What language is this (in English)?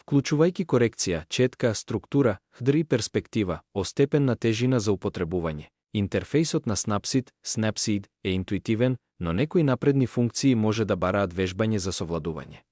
Macedonian